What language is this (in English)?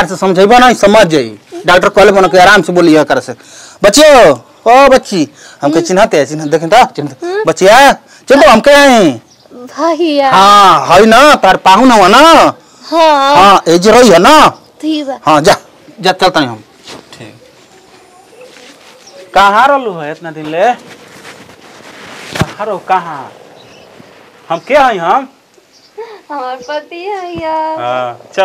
Bhojpuri